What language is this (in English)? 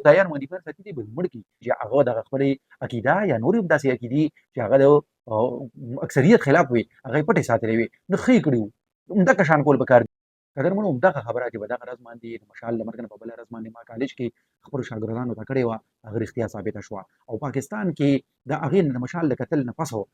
Pashto